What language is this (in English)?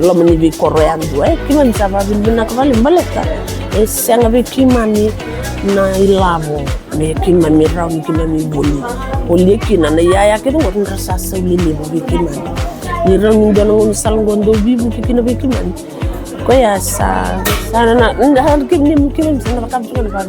Fijian